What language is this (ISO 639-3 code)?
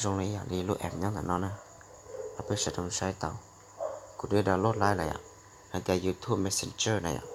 hmn